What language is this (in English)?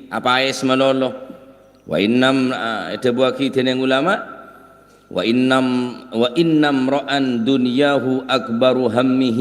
Madurese